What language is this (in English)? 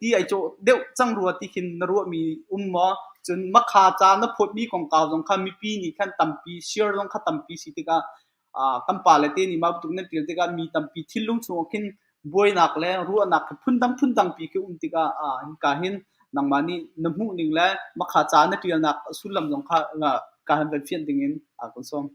Hakha Chin